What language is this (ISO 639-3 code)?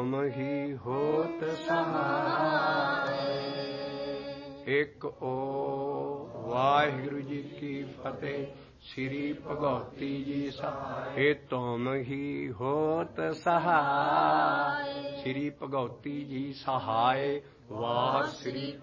pan